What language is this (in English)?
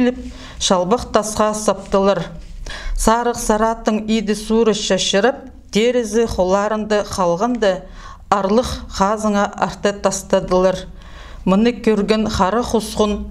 Khakas